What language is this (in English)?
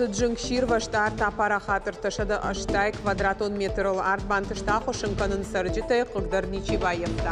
Ossetic